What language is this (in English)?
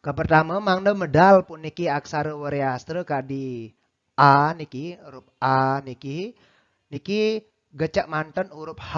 Balinese